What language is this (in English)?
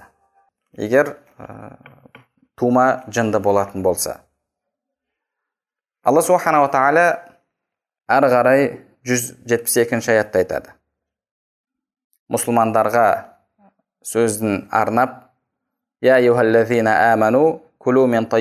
Kazakh